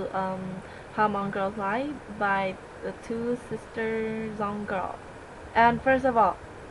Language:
Hmong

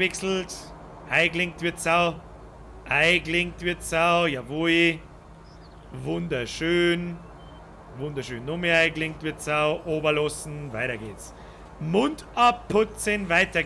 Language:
Bavarian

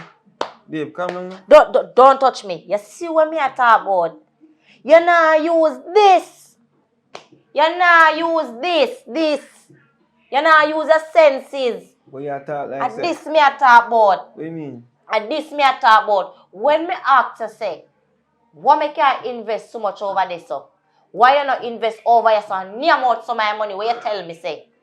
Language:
Jamaican Creole English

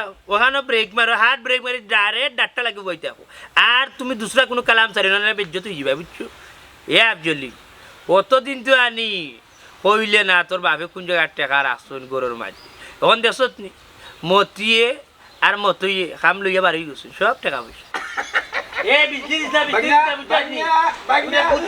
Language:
Sylheti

